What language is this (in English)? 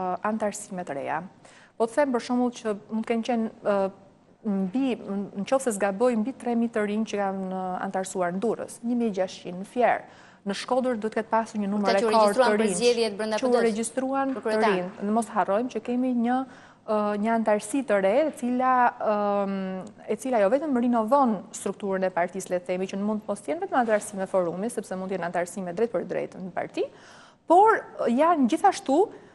Albanian